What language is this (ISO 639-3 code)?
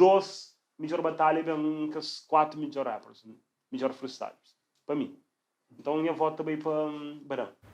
kea